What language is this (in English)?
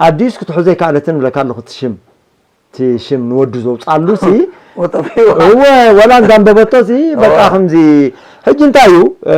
Tigrinya